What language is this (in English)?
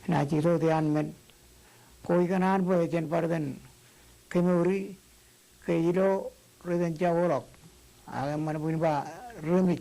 Marshallese